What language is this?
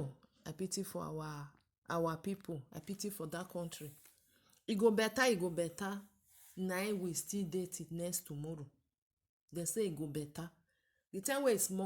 Nigerian Pidgin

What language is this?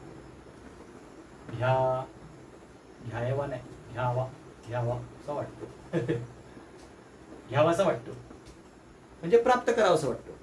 Marathi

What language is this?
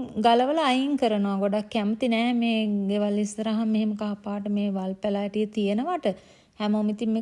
Sinhala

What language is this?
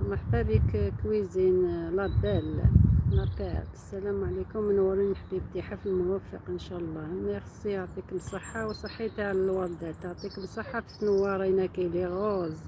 Algerian Arabic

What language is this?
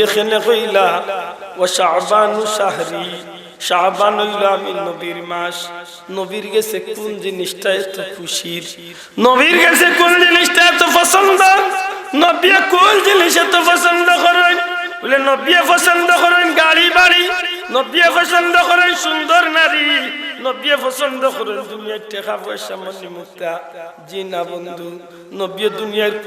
Sylheti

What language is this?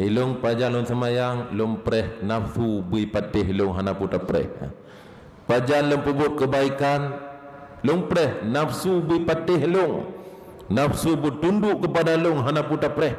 Achinese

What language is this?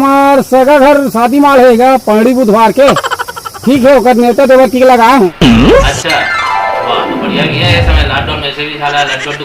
Chhattisgarhi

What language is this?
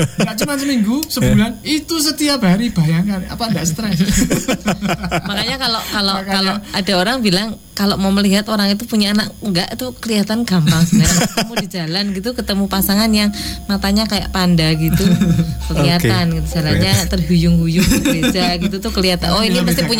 Indonesian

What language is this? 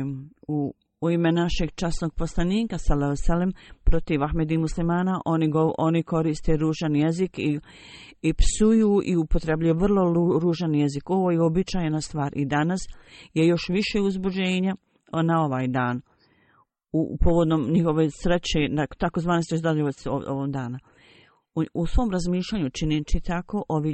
Bosnian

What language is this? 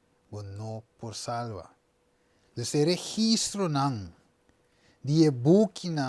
Papiamento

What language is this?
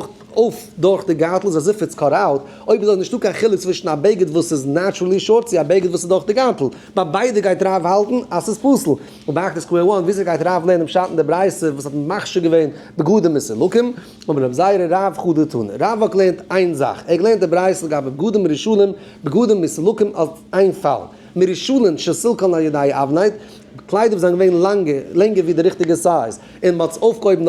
Yiddish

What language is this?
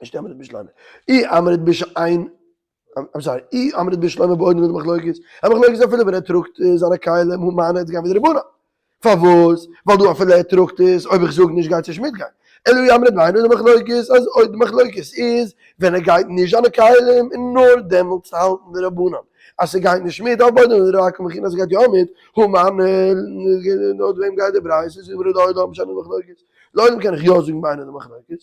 Yiddish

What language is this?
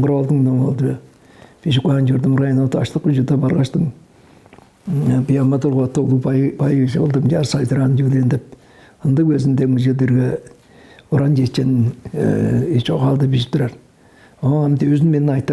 Tuvinian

